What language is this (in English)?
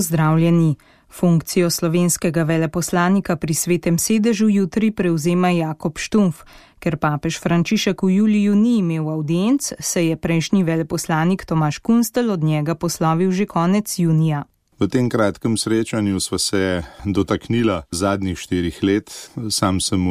Slovenian